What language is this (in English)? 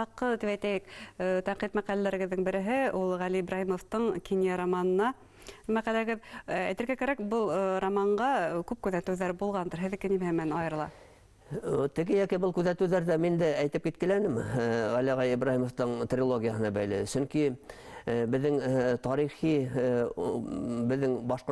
Bashkir